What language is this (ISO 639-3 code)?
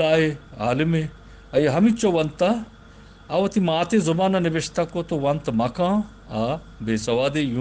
bgp